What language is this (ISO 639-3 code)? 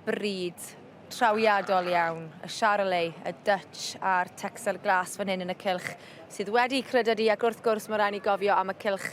cym